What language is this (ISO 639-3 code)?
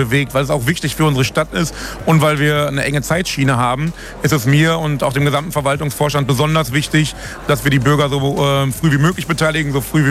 deu